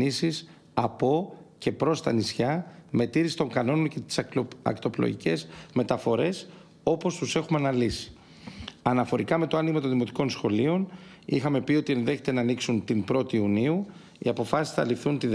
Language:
Greek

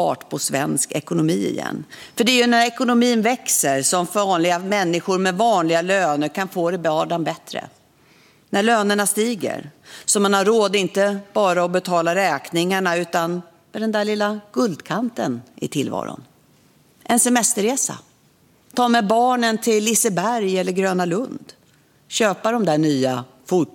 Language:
Swedish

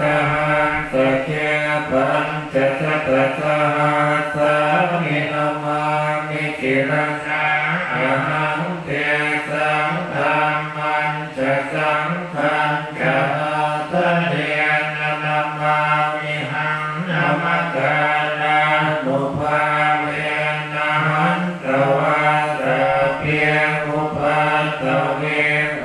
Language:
Pali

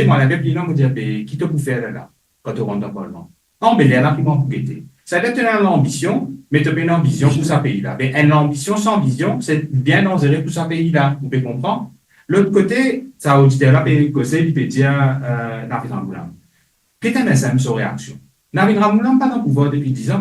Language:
Morisyen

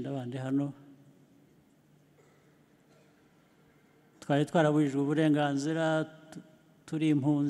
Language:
Kinyarwanda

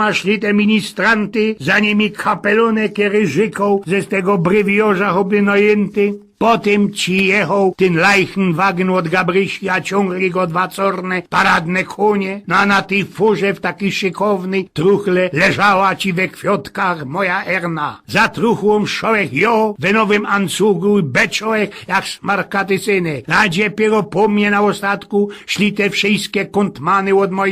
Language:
Silesian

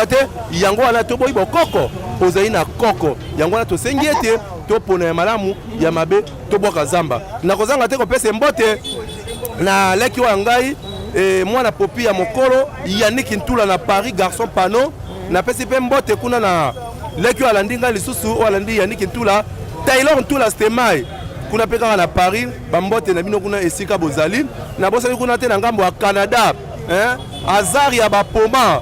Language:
Lingala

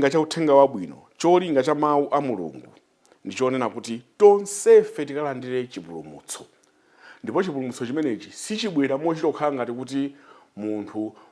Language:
Nyanja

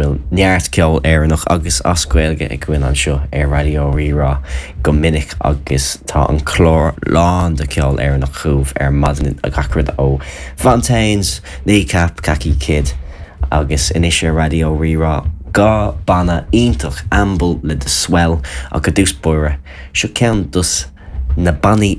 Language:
Irish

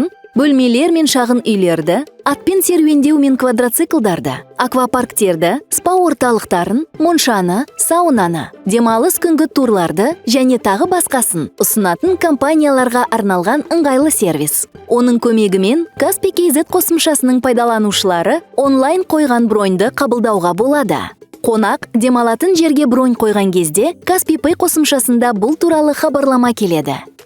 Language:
Kazakh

